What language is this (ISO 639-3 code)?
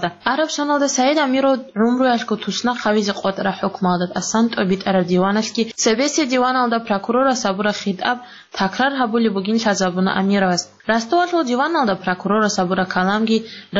ava